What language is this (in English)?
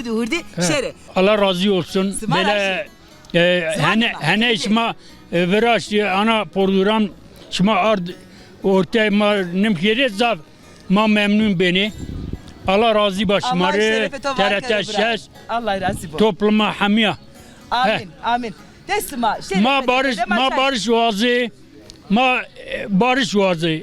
Zaza